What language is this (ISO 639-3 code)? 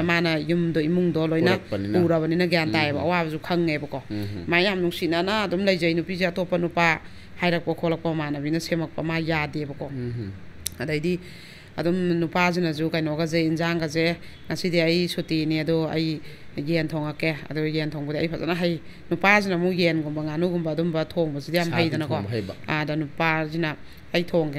mni